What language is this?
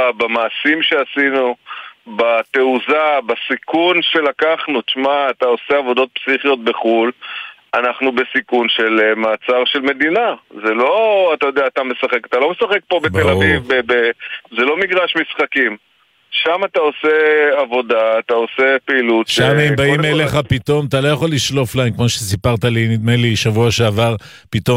Hebrew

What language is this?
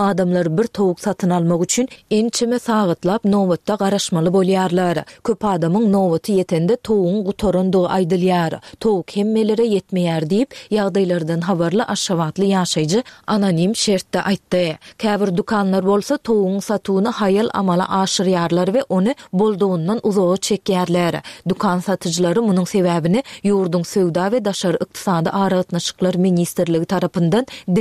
Turkmen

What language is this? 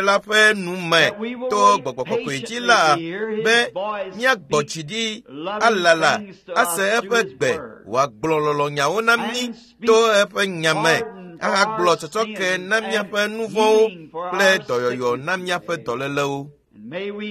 Ewe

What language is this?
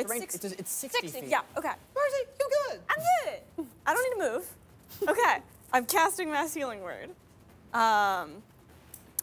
English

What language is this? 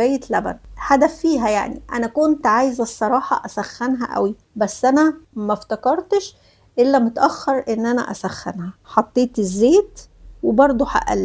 Egyptian Arabic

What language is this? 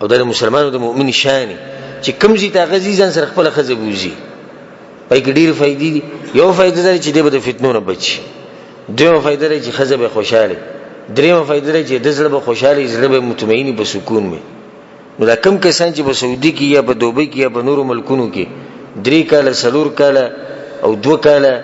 Pashto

